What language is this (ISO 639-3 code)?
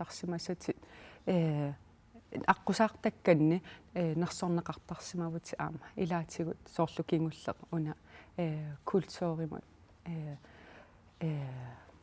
kal